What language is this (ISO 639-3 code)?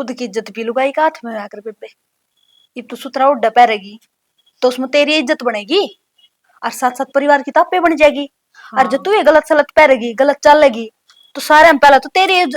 bgc